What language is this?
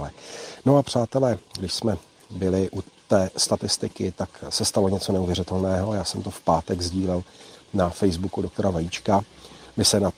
Czech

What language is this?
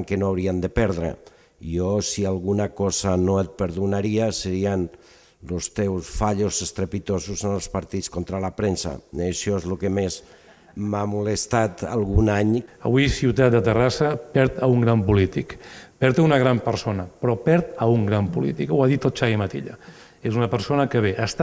Catalan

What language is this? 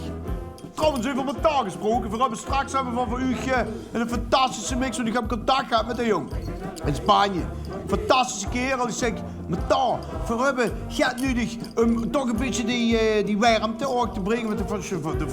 Limburgish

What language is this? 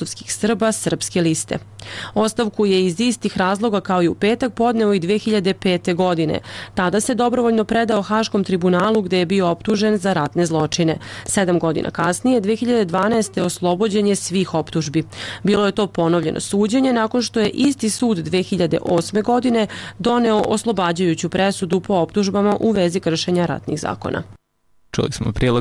Serbian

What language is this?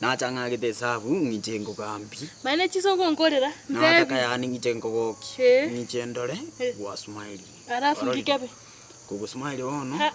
Gusii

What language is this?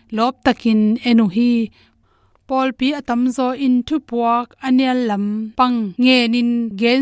Tedim Chin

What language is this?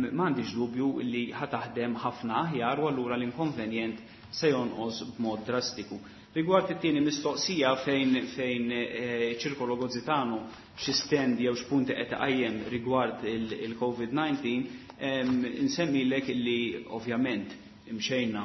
Maltese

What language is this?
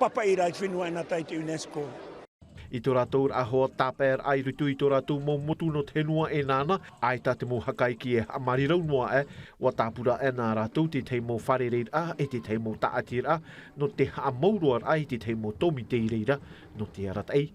Tahitian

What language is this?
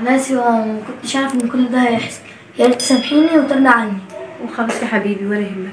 Egyptian Arabic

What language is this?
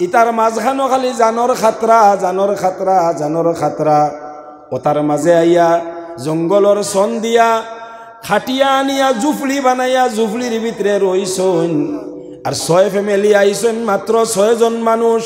Sylheti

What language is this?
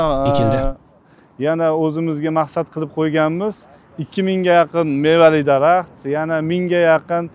Uzbek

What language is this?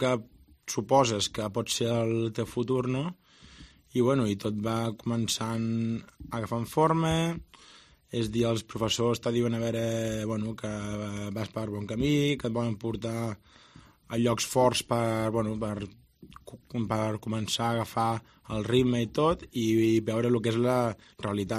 Catalan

